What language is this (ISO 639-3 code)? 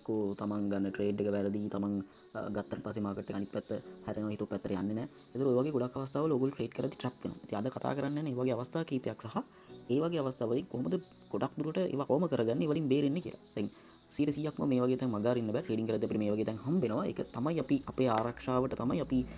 sin